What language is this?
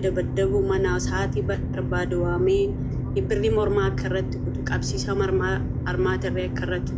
Oromo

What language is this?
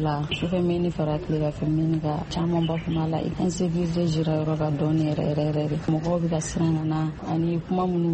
Bambara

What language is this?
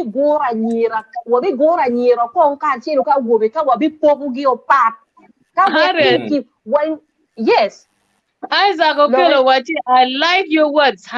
Acoli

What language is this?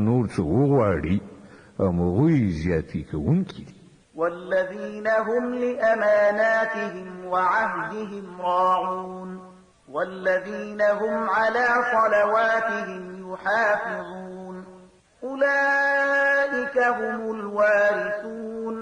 Pashto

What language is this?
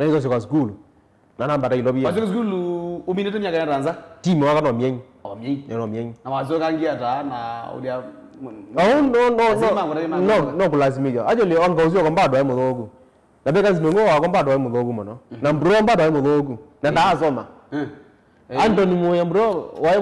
Kamba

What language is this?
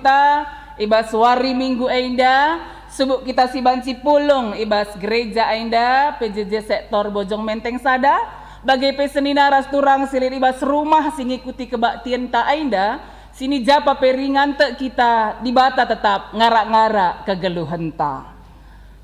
Batak Karo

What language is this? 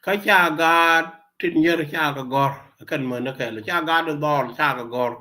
Nuer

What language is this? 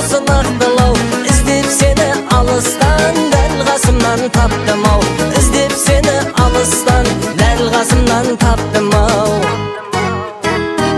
Kazakh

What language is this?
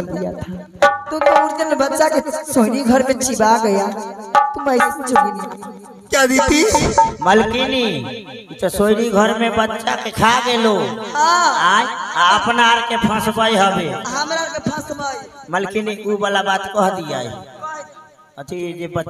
Bhojpuri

